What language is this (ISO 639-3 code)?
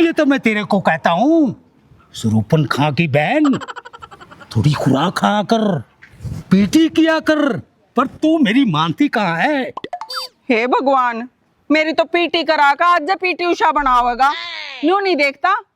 bgc